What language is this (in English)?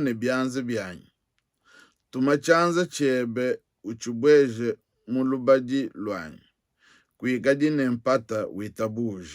Luba-Lulua